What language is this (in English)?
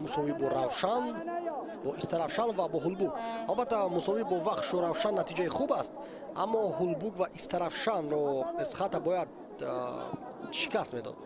Tajik